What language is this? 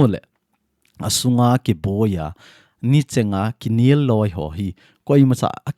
Thado Chin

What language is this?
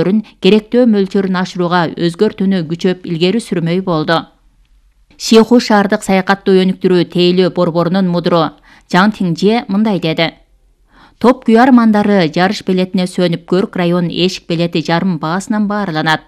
Kyrgyz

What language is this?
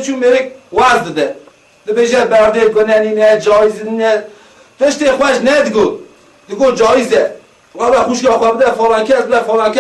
Kurdish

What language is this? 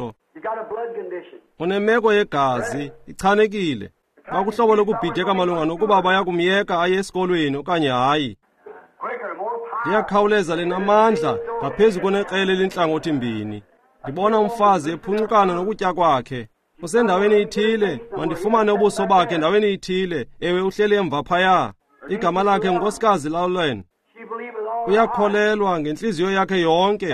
Xhosa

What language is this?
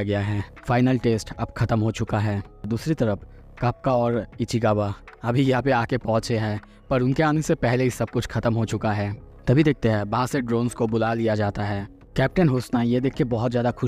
Hindi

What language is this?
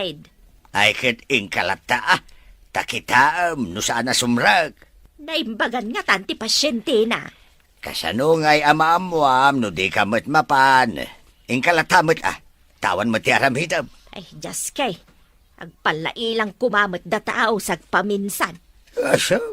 Iloko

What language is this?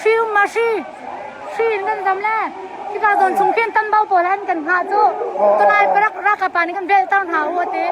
Hakha Chin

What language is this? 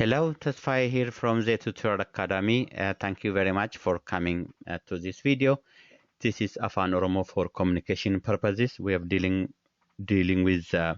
English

